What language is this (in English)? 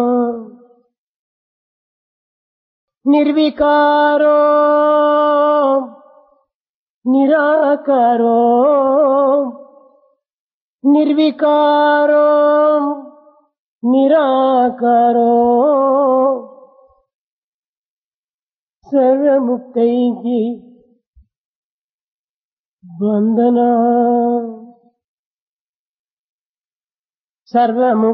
Telugu